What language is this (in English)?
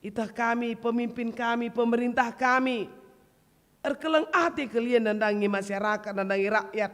Batak Karo